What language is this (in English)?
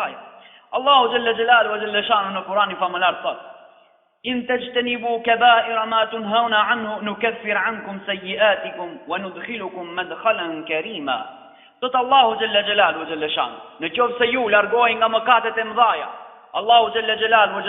Albanian